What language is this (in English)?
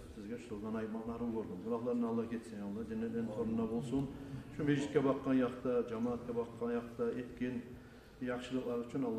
Kumyk